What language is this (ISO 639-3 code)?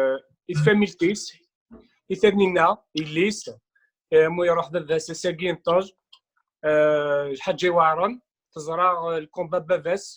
kab